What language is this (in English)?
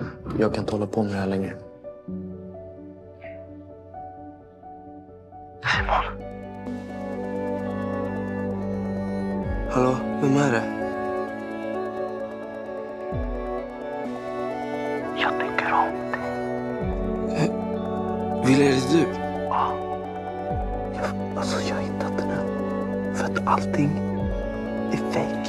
Swedish